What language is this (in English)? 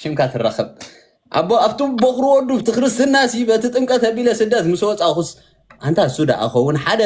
Tigrinya